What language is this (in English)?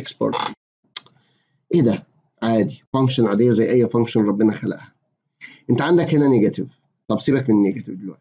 Egyptian Arabic